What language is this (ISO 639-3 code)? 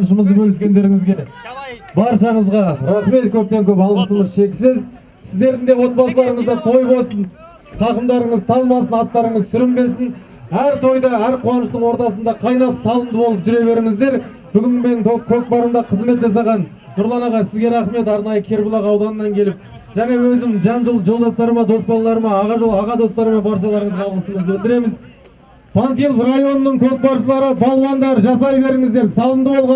kaz